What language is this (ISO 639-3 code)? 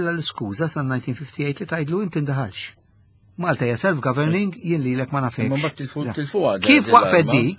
mlt